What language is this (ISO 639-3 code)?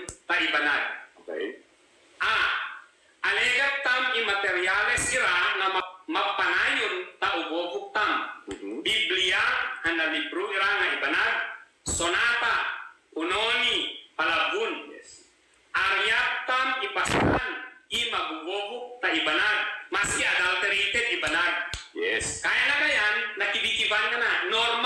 ibg